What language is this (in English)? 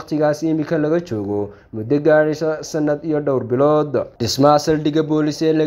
Somali